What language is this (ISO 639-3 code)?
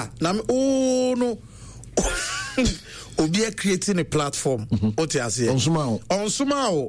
aka